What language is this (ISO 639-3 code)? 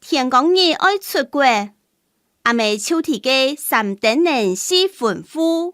hak